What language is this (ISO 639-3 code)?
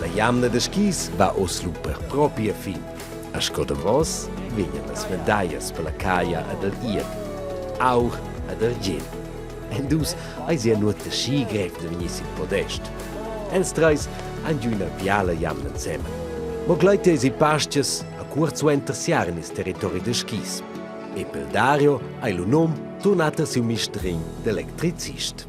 roh